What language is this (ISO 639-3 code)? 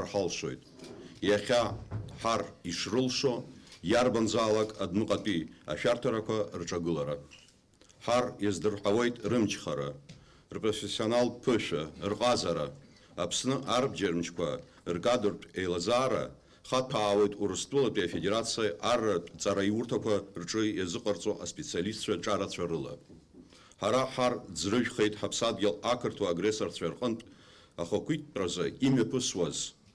abk